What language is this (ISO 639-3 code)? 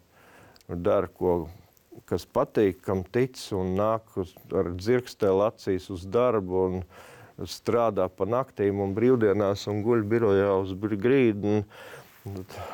lav